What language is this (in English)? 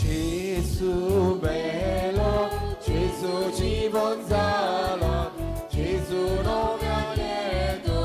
Konkani